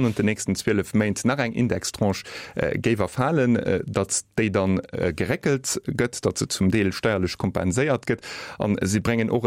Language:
Luxembourgish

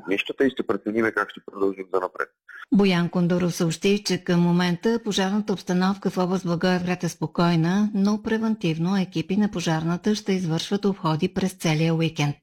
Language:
Bulgarian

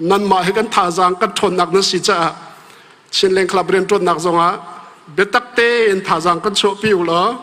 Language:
Hakha Chin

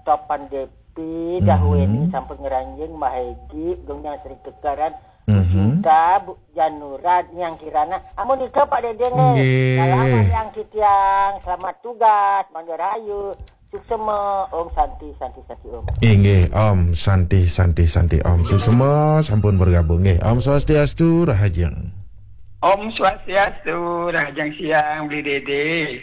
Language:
Balinese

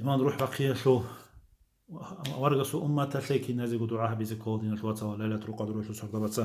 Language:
Avaric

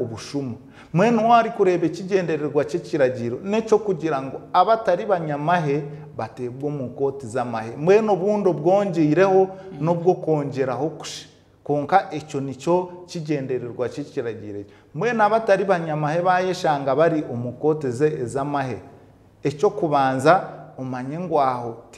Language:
Nyankole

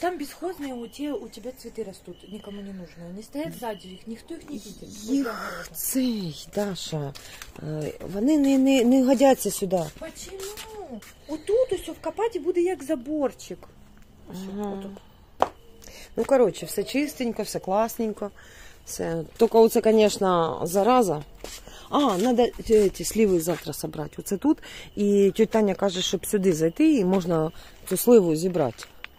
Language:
Ukrainian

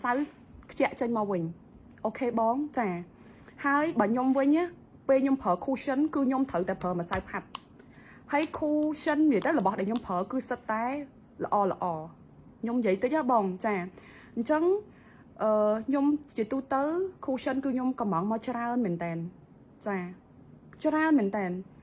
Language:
Khmer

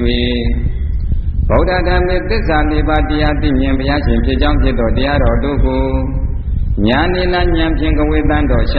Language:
Burmese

